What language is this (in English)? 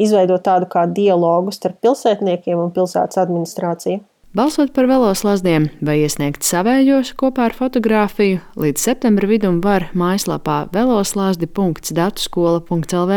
Latvian